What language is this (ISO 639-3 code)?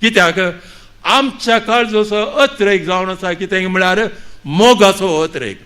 kok